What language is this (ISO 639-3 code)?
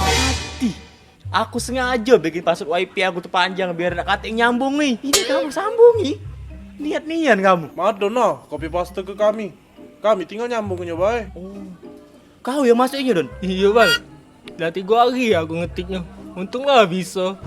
mui